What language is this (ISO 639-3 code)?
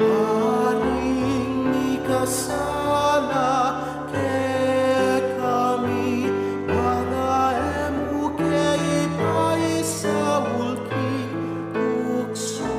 pam